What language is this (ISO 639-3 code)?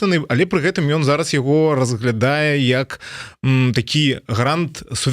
bel